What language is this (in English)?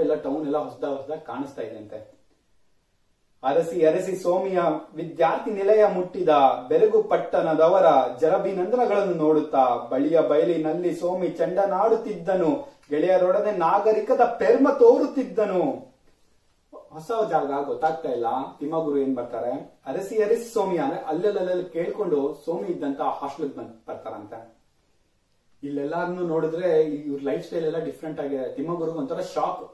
Kannada